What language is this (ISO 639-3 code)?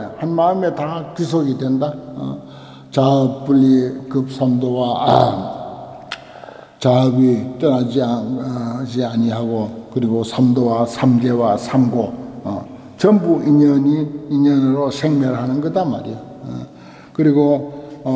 kor